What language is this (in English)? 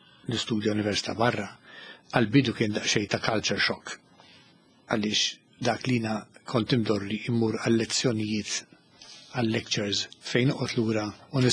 Maltese